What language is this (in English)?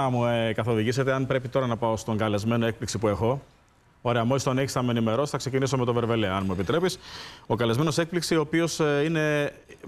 Greek